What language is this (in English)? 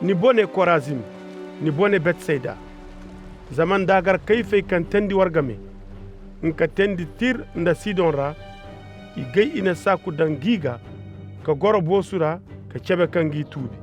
Zarma